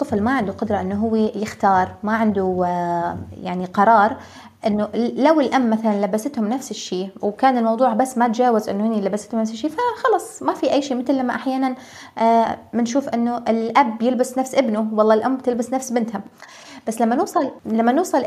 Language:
North Levantine Arabic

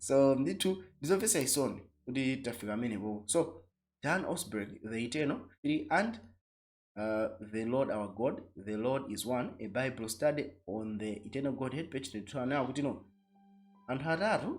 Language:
Nyanja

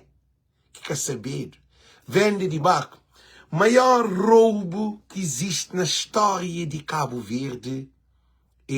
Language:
Kabuverdianu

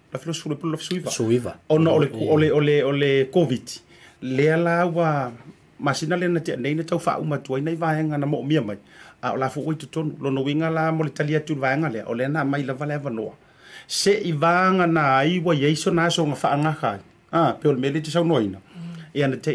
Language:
Samoan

